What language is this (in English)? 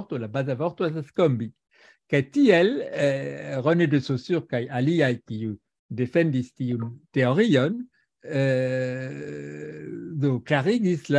Esperanto